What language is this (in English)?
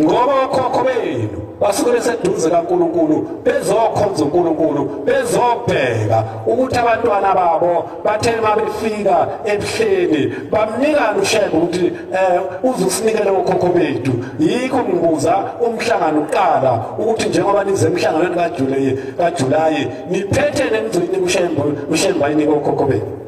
Zulu